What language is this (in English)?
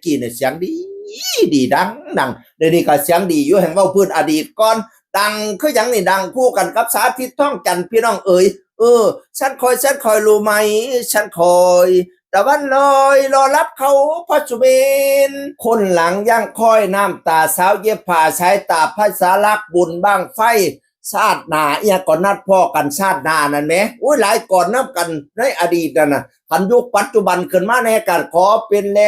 Northeastern Thai